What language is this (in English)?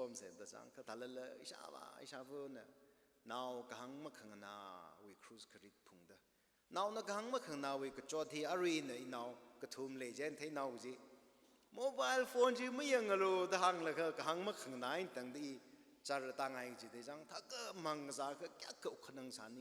Tangkhul Naga (India)